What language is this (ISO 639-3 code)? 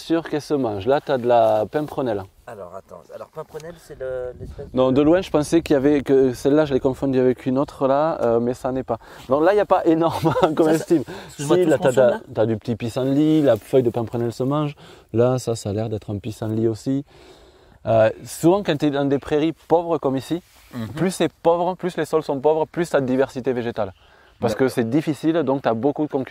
fra